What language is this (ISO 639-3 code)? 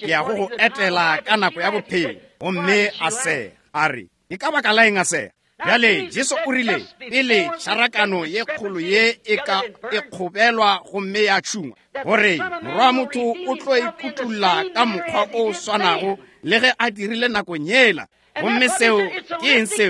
nso